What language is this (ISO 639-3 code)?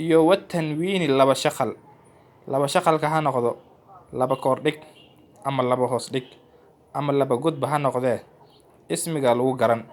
som